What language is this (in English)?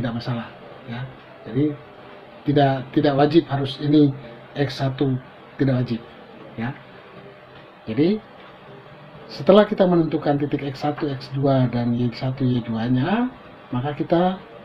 Indonesian